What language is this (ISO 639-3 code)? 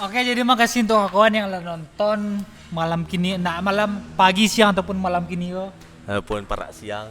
min